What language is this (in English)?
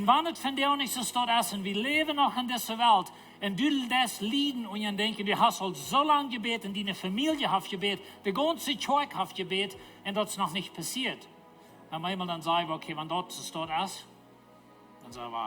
Plautdietsch